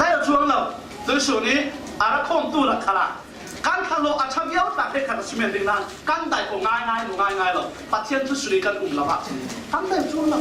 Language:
Falam Chin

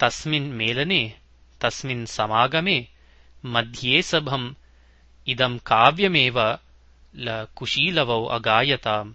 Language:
Sanskrit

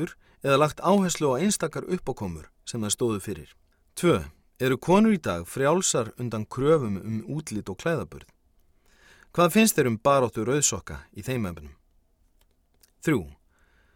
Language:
Icelandic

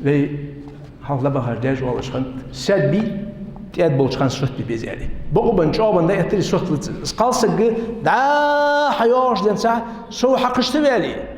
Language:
Ingush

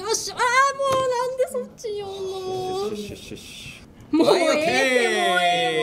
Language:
Japanese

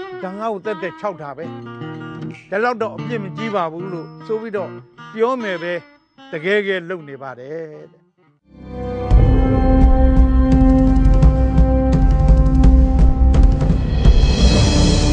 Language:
Burmese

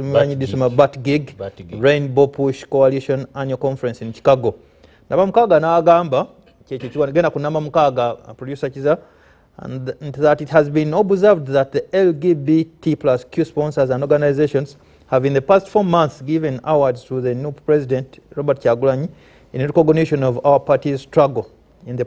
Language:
Ganda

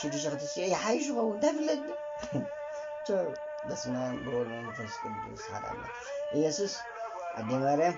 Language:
Tigrinya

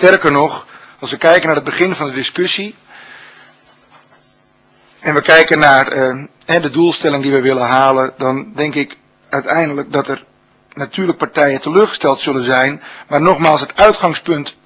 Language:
Dutch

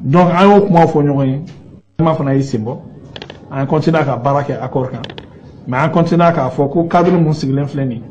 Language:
Bambara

